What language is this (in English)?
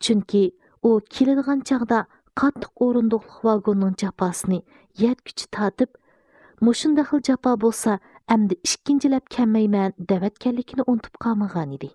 Uyghur